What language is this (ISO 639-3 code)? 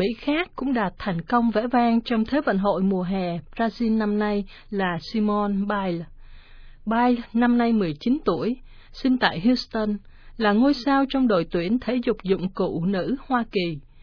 vie